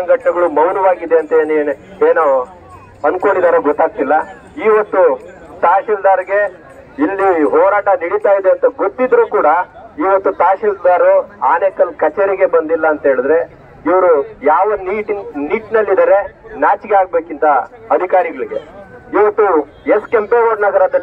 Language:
Kannada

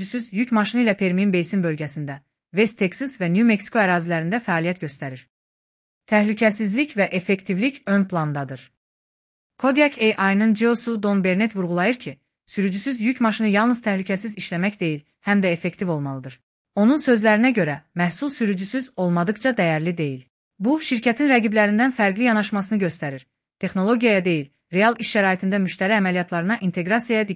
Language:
Azerbaijani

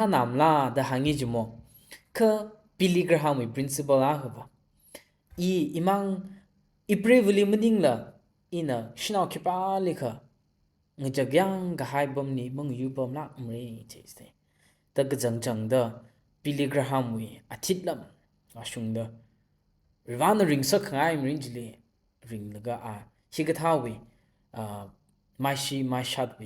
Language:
Tangkhul Naga (India)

